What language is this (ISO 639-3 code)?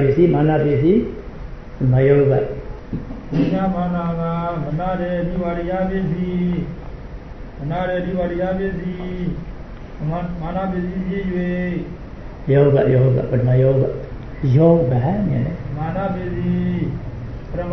mya